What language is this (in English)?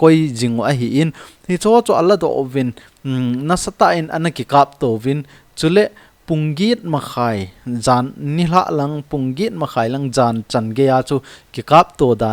Thado Chin